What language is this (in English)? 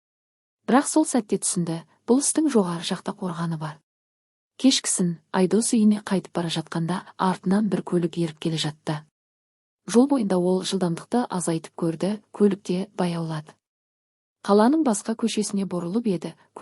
Kazakh